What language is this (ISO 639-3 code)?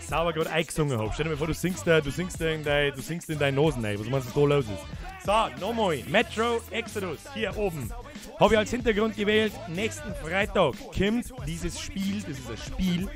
bar